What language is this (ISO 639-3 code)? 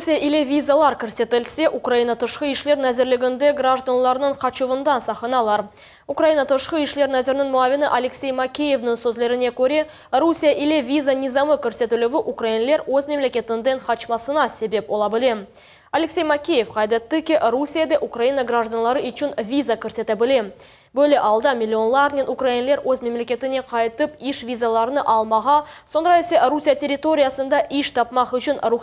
crh